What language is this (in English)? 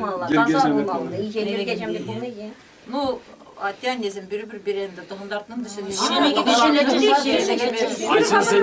Chuvash